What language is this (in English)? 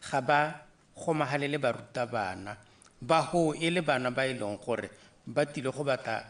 Tswana